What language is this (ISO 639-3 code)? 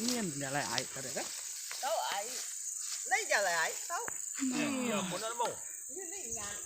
iba